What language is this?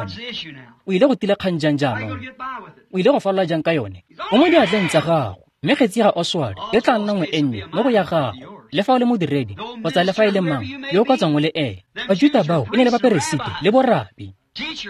Tswana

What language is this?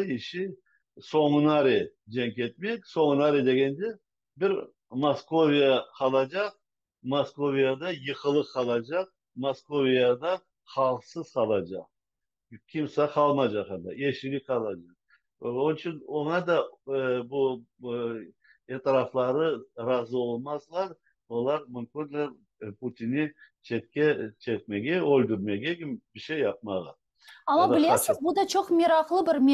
Crimean Tatar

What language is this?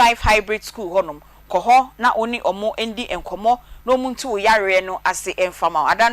Akan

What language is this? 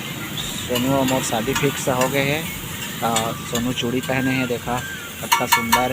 Chhattisgarhi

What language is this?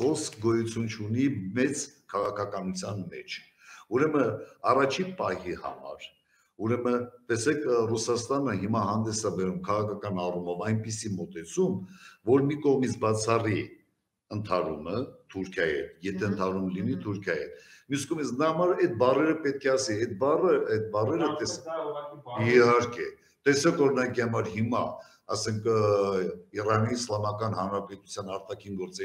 Armenian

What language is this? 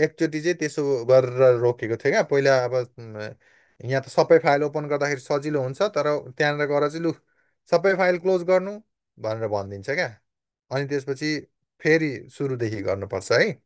Nepali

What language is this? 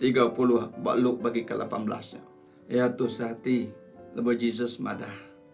Iban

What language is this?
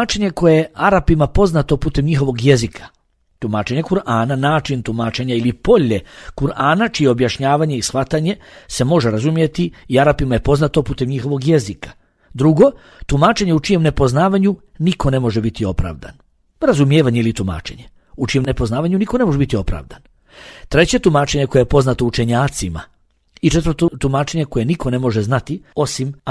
Bosnian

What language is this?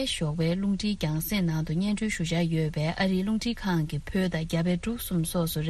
Tibetan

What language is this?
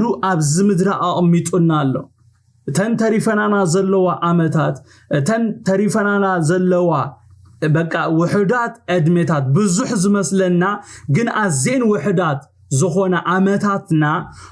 Tigrinya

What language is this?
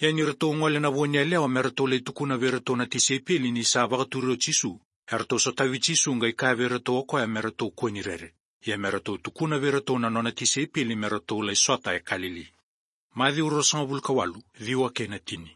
Fijian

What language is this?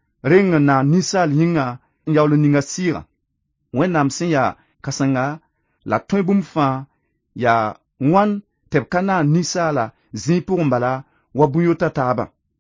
Mossi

